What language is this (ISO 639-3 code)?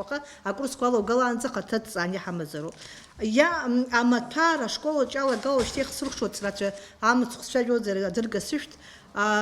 abk